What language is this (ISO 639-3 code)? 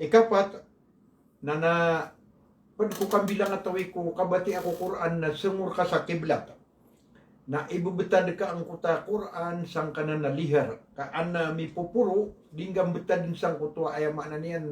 mrw